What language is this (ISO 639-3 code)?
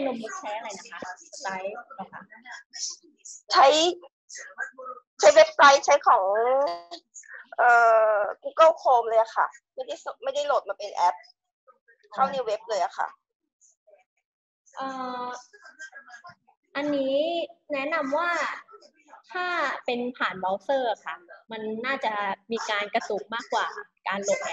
tha